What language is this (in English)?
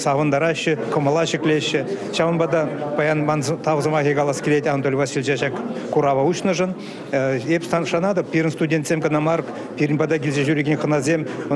Chuvash